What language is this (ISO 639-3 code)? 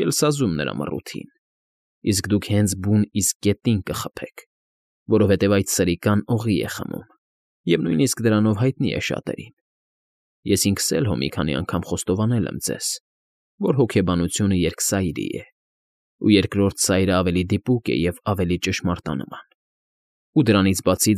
hye